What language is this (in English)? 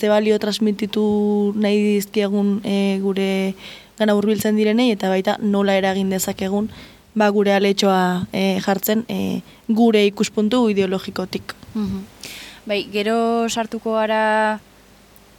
Basque